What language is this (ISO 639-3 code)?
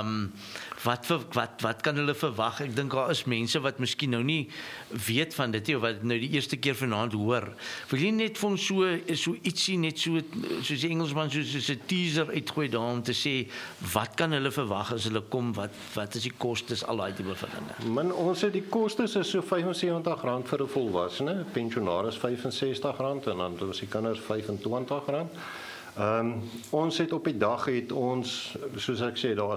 afr